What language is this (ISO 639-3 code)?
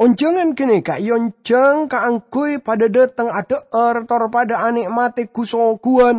mad